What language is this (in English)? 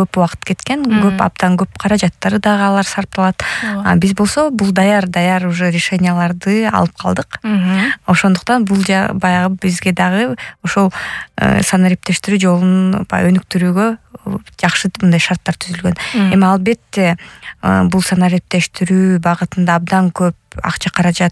Kyrgyz